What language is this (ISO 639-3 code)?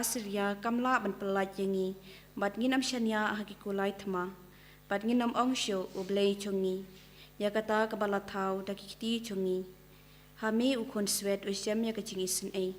kha